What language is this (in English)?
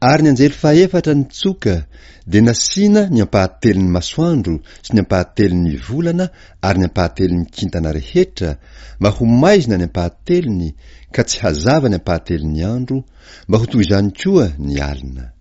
Malagasy